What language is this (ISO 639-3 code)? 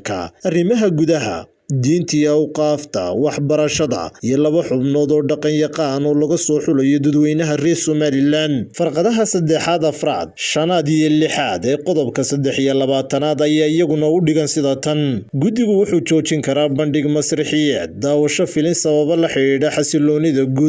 som